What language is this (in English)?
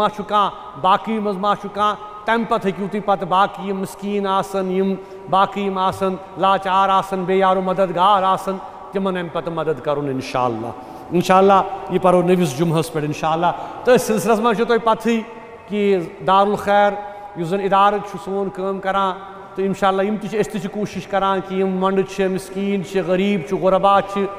Kashmiri